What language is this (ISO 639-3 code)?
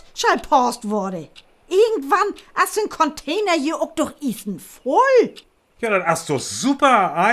frr